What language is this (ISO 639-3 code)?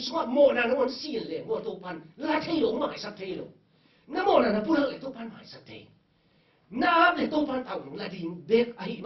ctd